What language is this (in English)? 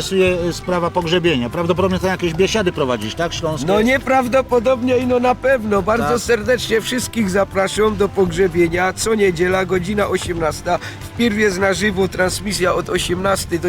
Silesian